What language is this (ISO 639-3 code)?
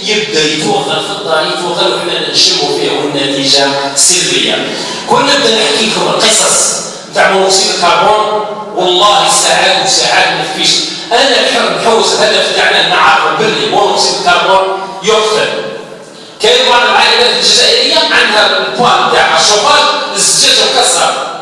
arq